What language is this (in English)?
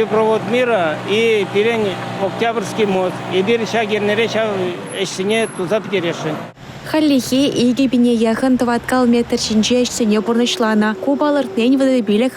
Chuvash